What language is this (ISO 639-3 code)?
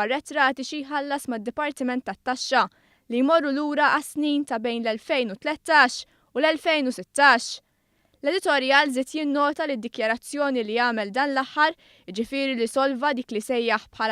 mlt